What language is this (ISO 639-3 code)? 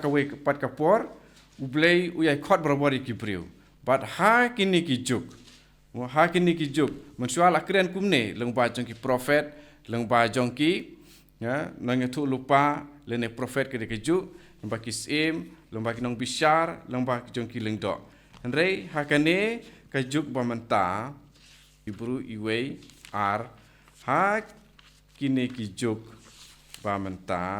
kha